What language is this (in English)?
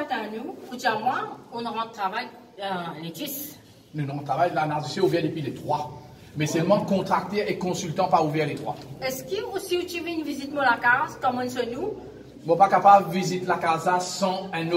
Morisyen